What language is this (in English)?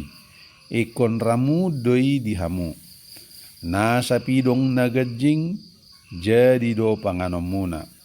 Batak Toba